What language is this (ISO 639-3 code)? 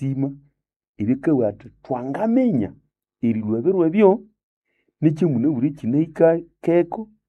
nnb